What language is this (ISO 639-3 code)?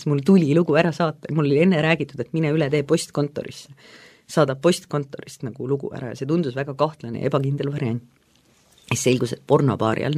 est